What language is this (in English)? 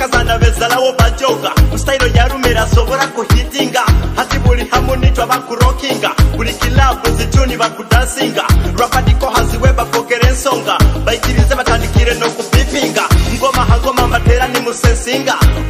Nyoro